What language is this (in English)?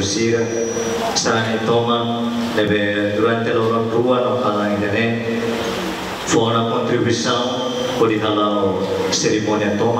Tetum